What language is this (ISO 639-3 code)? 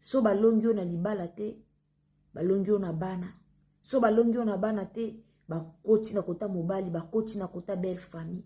lin